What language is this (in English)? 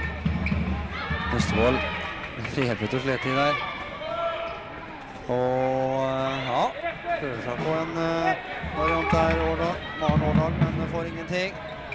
Norwegian